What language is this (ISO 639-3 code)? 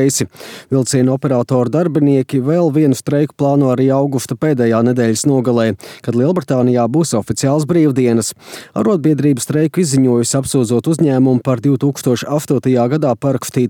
lav